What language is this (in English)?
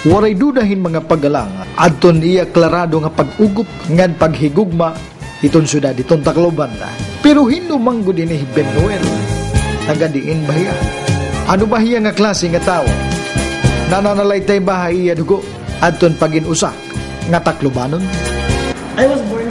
Waray